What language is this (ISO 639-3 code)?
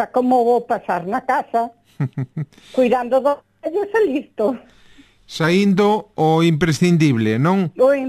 glg